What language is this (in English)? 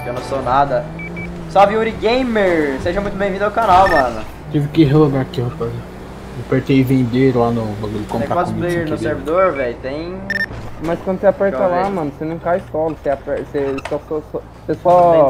Portuguese